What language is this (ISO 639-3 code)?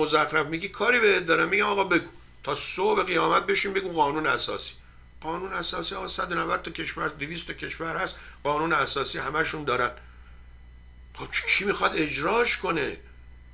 fas